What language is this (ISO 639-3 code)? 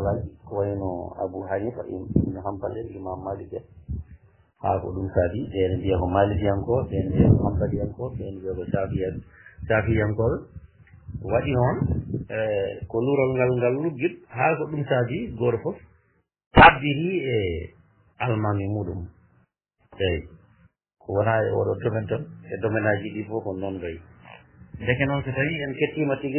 ful